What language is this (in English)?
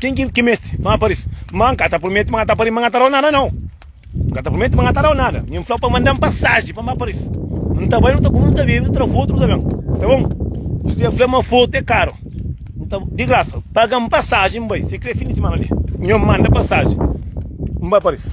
Kabuverdianu